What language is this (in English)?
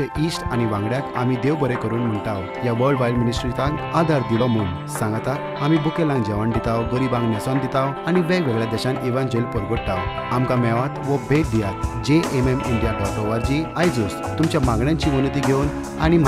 Konkani